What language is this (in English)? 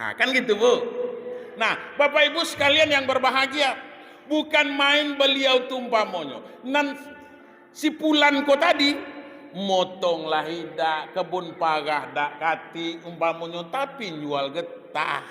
Minangkabau